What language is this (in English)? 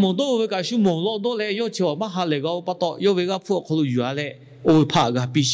Lahu